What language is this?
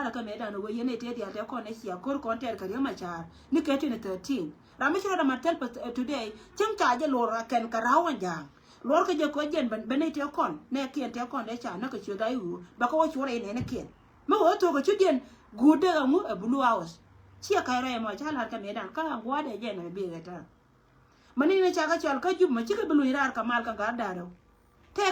Nuer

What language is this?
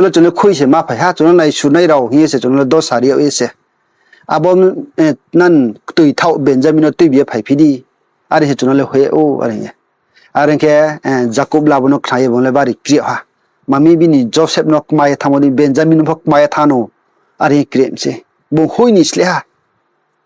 Riang (India)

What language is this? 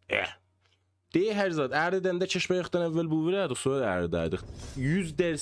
South Azerbaijani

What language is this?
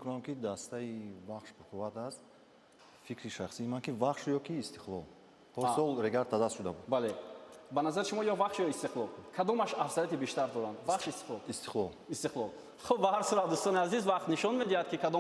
Tajik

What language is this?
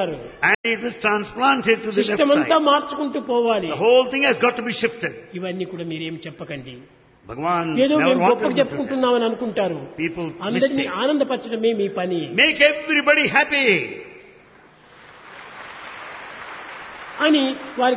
Telugu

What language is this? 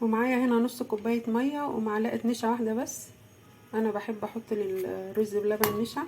Egyptian Arabic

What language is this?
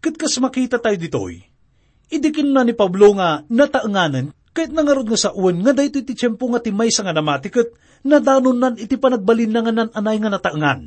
Iloko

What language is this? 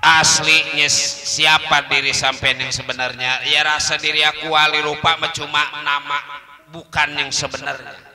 Betawi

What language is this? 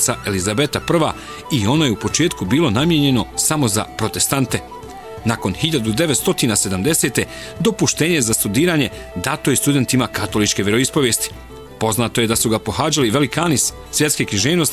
Bosnian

